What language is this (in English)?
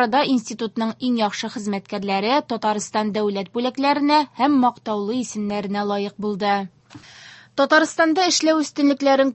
Tatar